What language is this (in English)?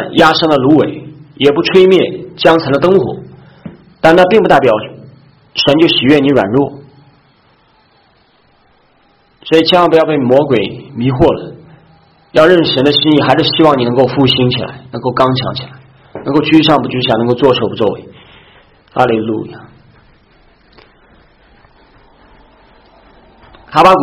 Chinese